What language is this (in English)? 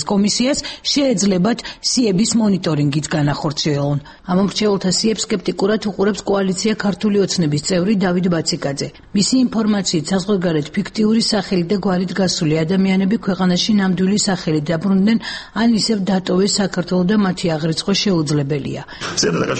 Georgian